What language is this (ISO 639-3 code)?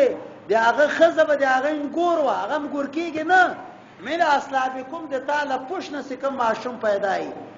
pus